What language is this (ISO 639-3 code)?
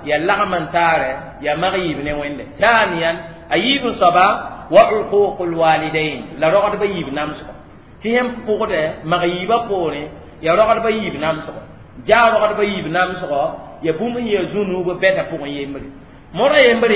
mos